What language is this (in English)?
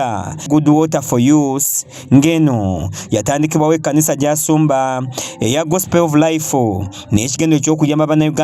Ganda